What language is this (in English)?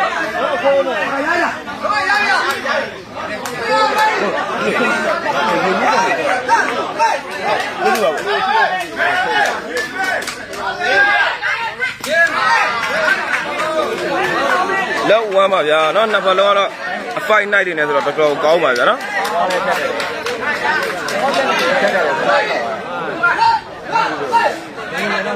Burmese